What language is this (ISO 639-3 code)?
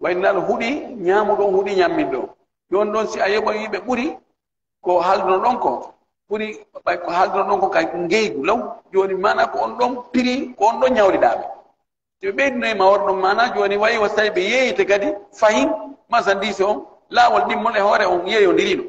fuf